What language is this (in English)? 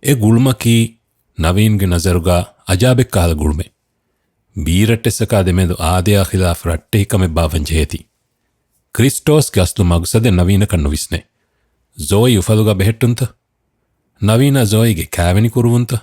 Divehi